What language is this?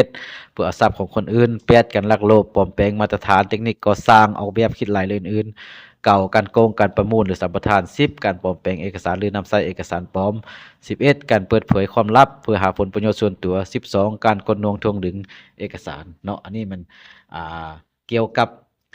Lao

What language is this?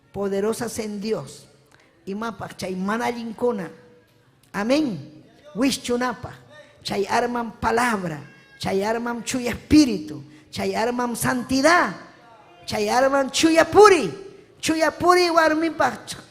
Ayacucho Quechua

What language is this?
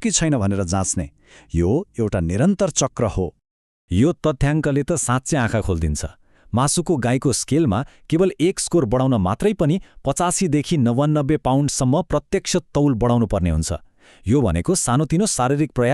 Nepali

